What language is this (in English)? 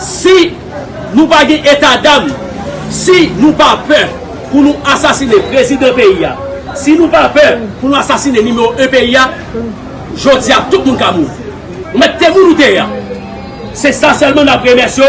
Haitian Creole